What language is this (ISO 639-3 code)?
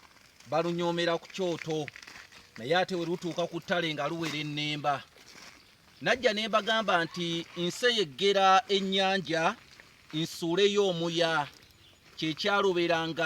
lug